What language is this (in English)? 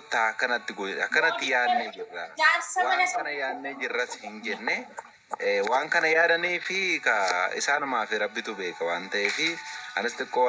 Oromo